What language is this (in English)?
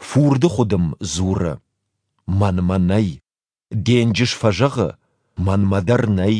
Ossetic